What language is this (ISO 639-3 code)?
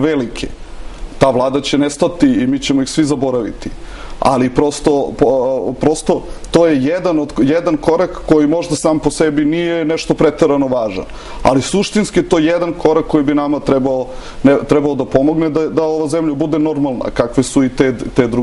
srp